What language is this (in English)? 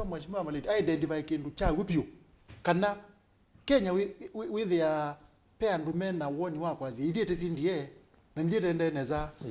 Kamba